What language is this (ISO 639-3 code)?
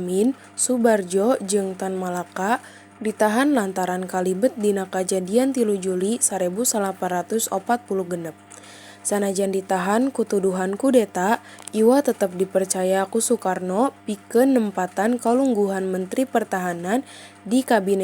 sun